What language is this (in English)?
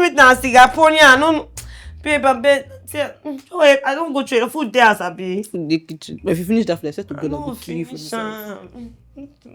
Nigerian Pidgin